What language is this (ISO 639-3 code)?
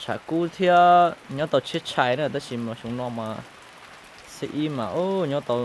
hmn